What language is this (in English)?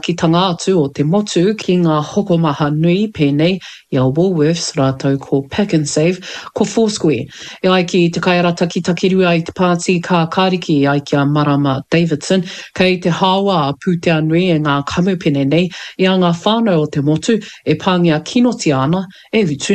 Māori